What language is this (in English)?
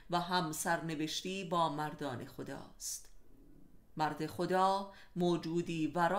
Persian